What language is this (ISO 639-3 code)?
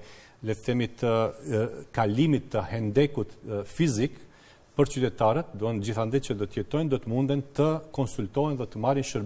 sqi